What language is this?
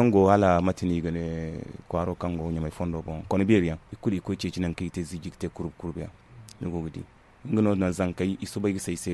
Zarma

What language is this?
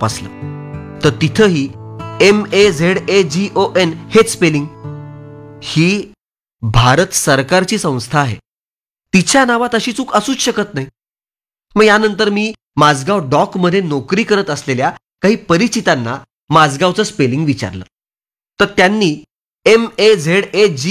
Marathi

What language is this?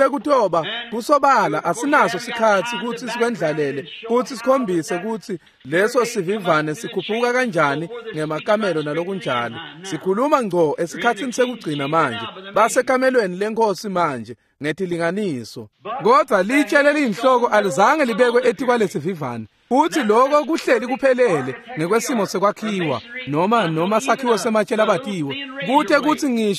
Swati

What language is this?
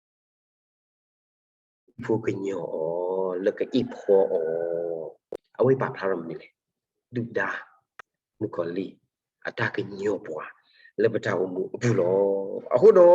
S'gaw Karen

